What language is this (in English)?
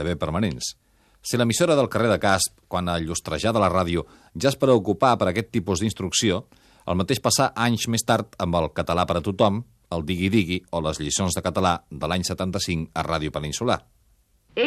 Catalan